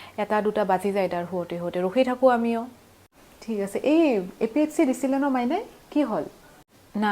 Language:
Assamese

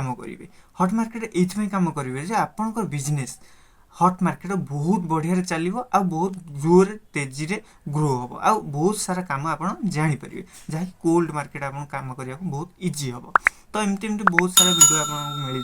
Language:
Odia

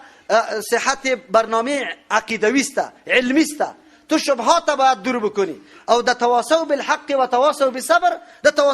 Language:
Persian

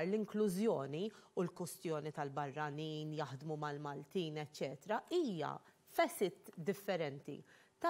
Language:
Maltese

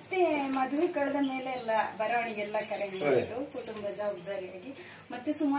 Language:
Kannada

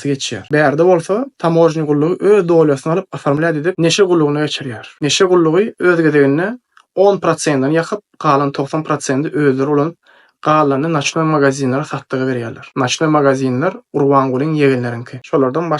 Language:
Turkmen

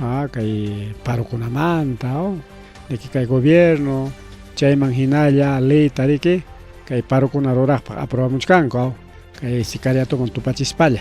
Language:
Ayacucho Quechua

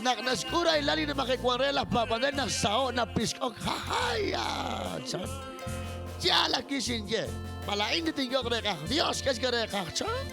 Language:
Kekchí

